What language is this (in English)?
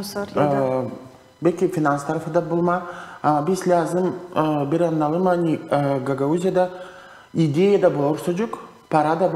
Gagauz